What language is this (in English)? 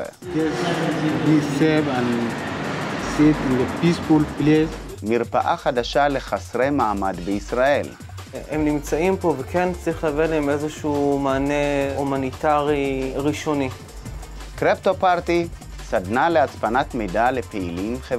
Hebrew